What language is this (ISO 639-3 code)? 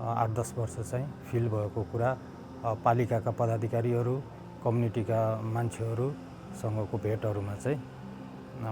nep